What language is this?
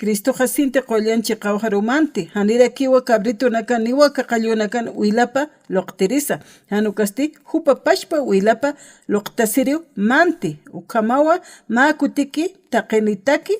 Aymara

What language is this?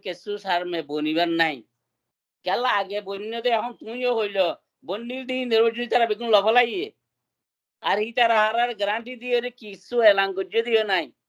Rohingya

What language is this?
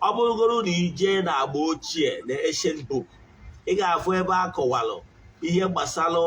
Igbo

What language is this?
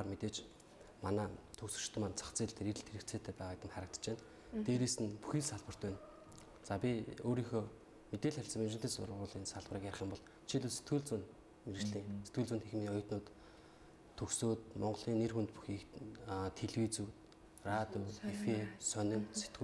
Mongolian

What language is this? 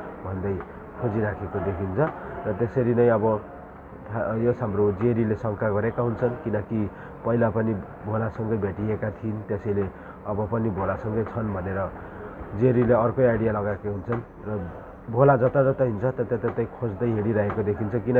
Nepali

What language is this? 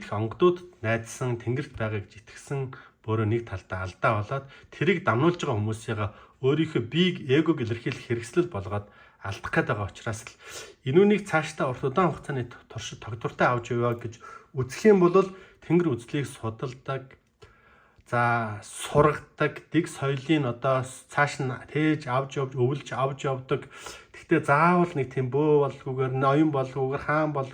Mongolian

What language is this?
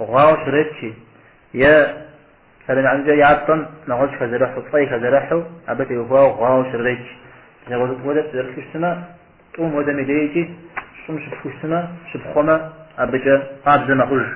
Kabardian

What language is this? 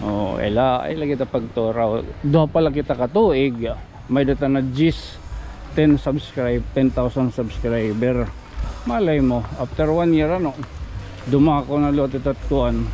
Waray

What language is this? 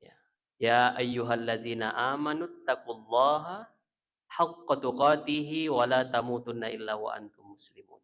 Buginese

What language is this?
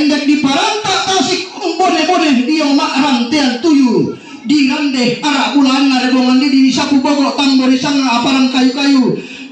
Toraja-Sa'dan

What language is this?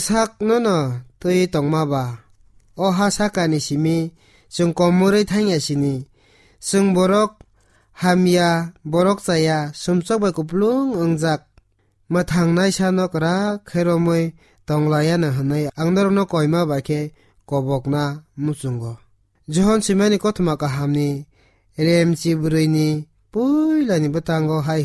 Kok Borok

